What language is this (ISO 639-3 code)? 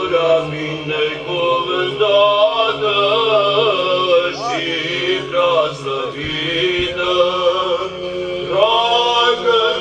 ron